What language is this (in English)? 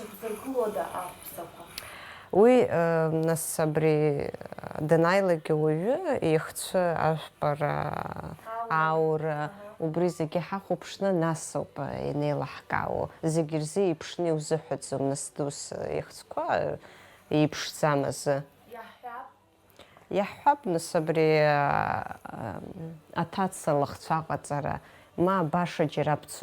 Abkhazian